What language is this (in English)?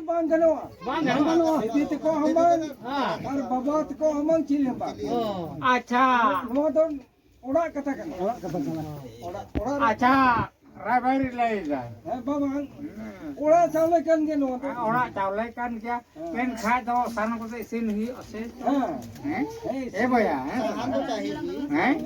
Santali